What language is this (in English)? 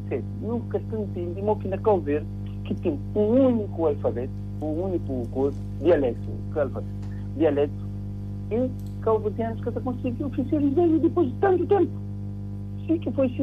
Kabuverdianu